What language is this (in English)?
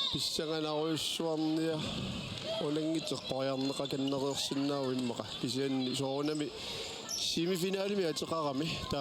Kalaallisut